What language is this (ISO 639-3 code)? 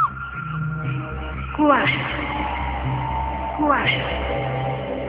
ben